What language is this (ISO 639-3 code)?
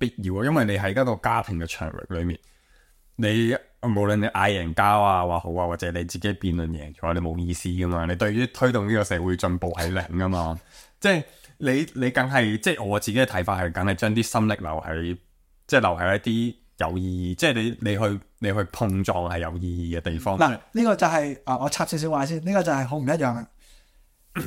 yue